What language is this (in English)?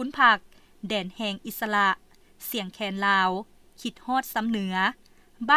Lao